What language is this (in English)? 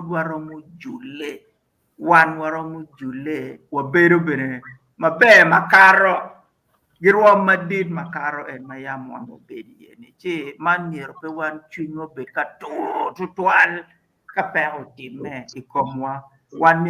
Acoli